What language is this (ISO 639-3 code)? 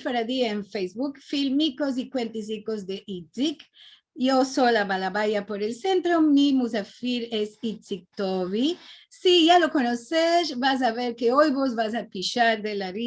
lad